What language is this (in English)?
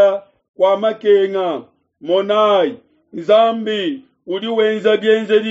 Luba-Lulua